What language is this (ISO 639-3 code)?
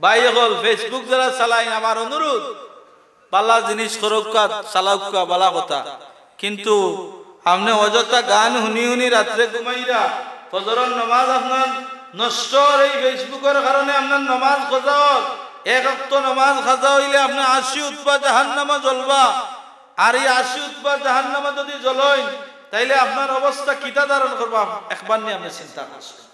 syl